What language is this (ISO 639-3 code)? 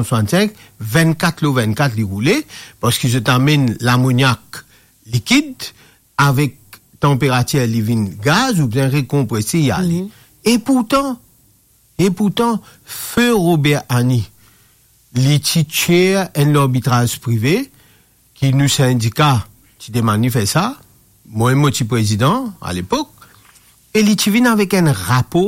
mfe